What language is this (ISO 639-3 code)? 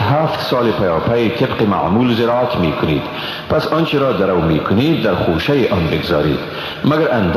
fas